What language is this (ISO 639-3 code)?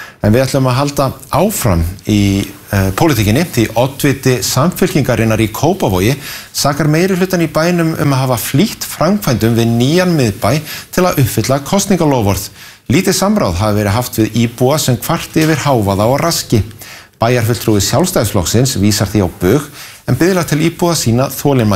isl